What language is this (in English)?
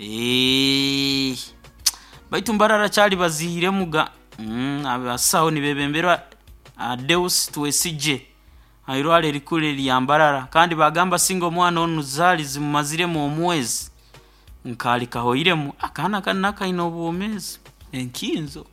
Nyoro